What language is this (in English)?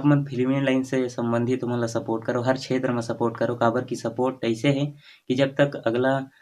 Chhattisgarhi